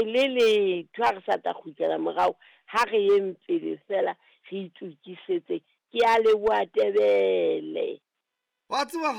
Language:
Southern Sotho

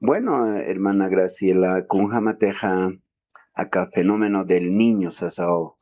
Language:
Aymara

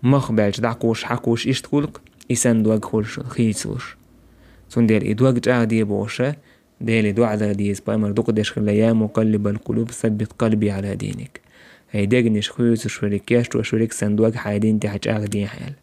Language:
Chechen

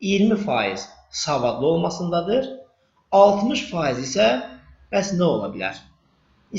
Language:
Azerbaijani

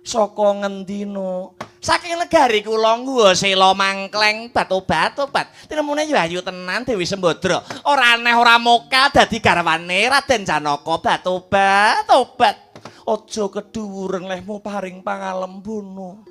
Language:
Javanese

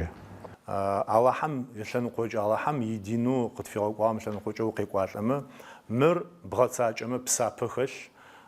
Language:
Adyghe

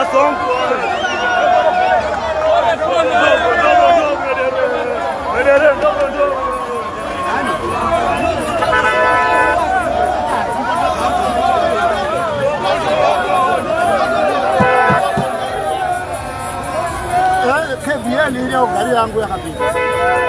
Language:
Swahili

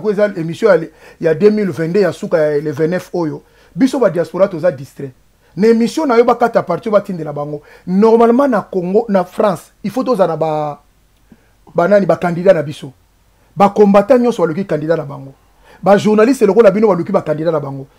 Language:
Lingala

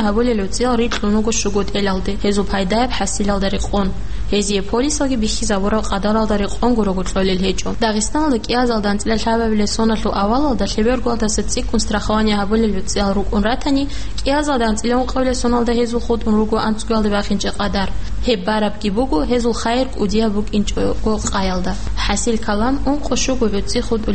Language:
Avaric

